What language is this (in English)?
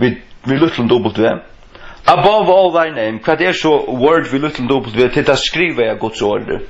Faroese